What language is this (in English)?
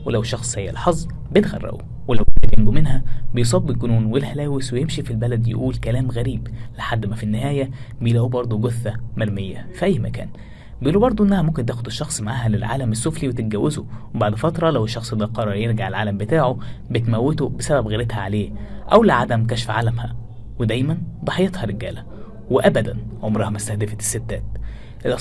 Egyptian Arabic